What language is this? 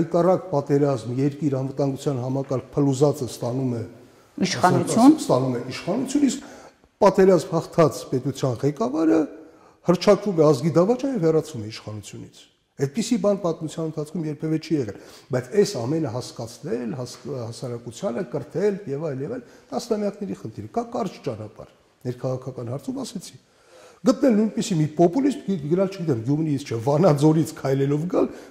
Armenian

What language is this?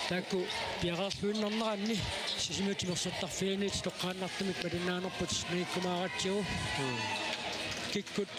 Kalaallisut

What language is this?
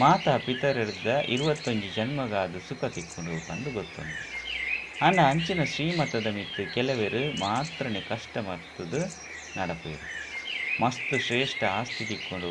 Tulu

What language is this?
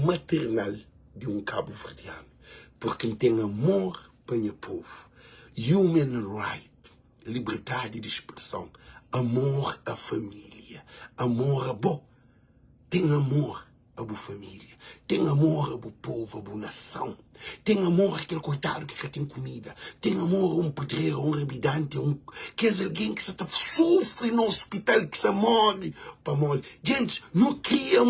Kabuverdianu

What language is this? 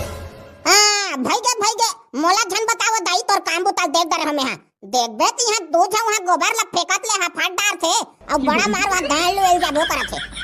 Chhattisgarhi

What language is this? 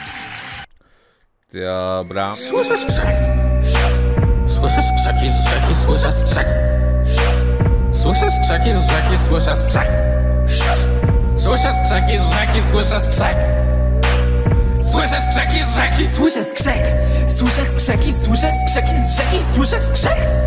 Polish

